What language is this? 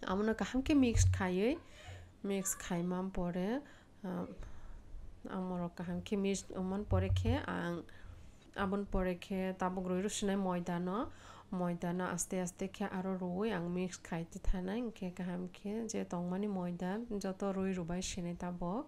Kok Borok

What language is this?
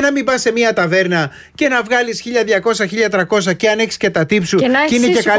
Greek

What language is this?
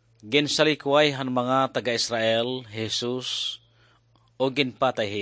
Waray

